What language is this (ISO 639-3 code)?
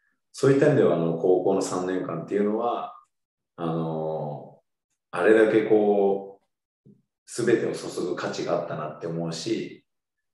jpn